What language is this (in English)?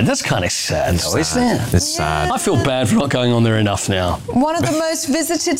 English